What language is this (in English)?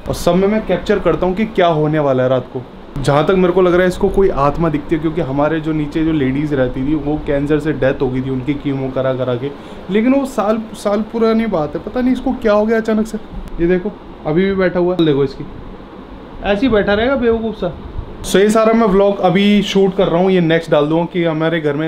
Hindi